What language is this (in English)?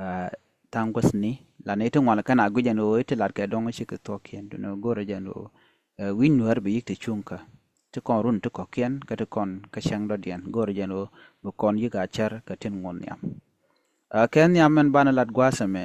Nuer